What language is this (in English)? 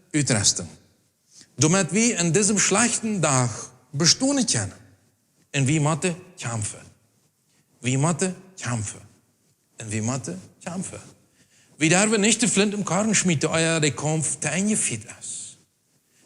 Plautdietsch